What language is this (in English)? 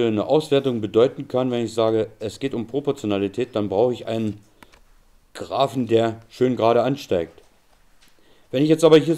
German